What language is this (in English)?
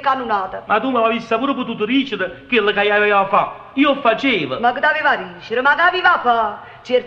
Neapolitan